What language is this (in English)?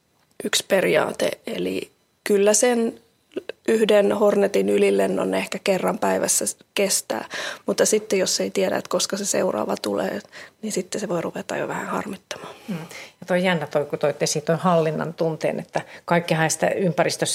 Finnish